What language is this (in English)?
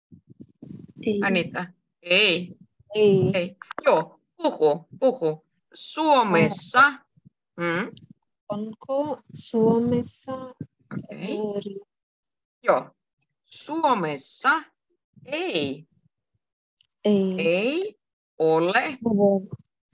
Finnish